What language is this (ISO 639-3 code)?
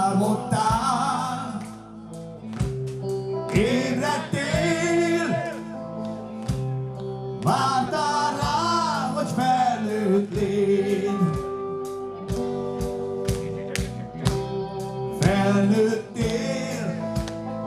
hun